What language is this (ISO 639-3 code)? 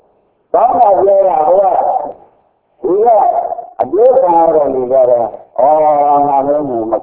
mya